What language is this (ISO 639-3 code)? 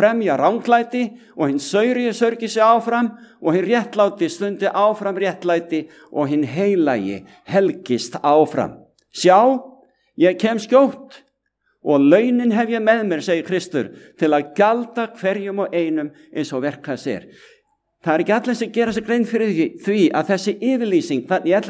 isl